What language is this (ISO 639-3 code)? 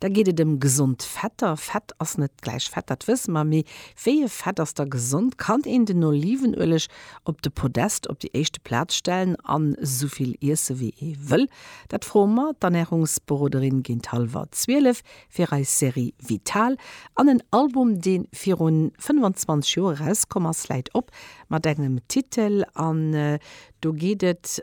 ltz